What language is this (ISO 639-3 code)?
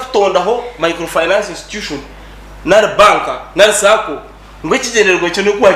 nyn